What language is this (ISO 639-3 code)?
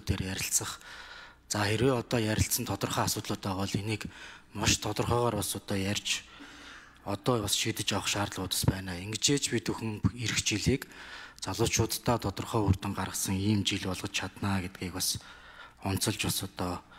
mon